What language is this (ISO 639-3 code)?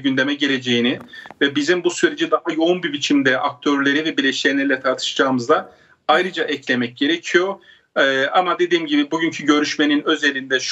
tur